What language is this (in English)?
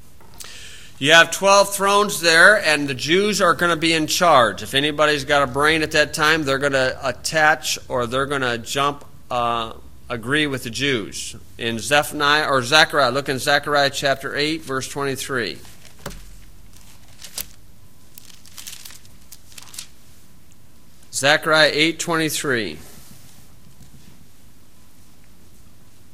English